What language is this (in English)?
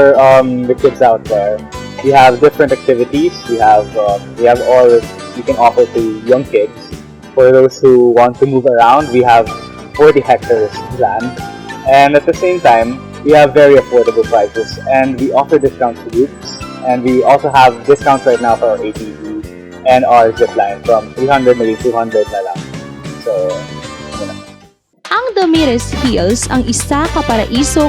Hiligaynon